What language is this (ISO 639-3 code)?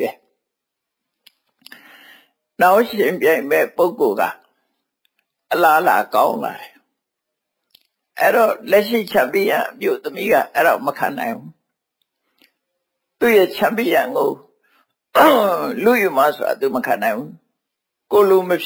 mya